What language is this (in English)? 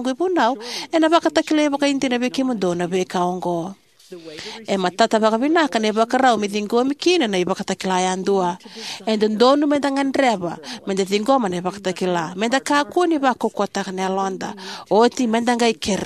Fijian